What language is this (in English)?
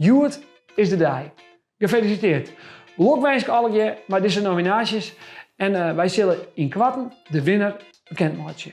Western Frisian